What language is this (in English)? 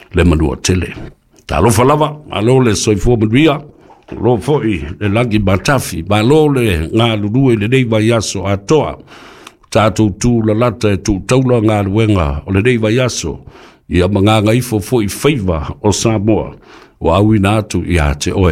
Samoan